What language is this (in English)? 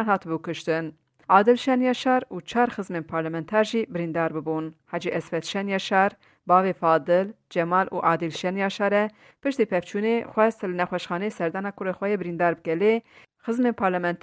Kurdish